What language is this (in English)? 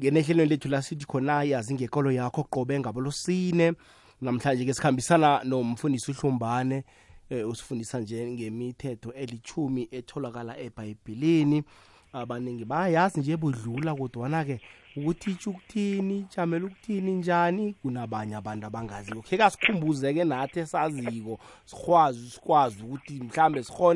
South Ndebele